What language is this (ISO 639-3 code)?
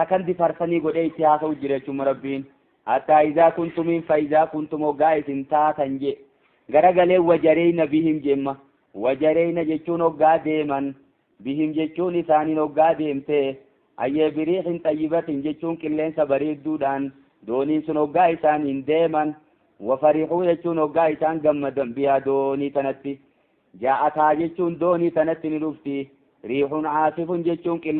orm